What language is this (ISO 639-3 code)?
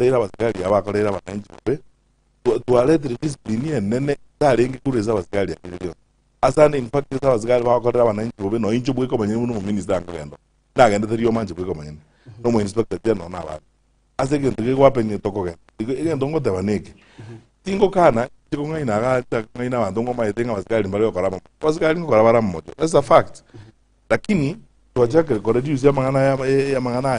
guz